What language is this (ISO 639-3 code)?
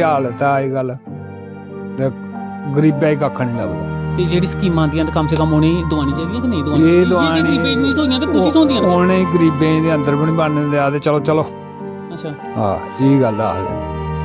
doi